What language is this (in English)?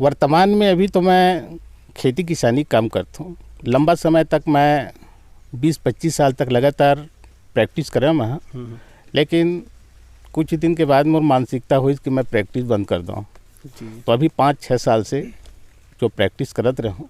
Chhattisgarhi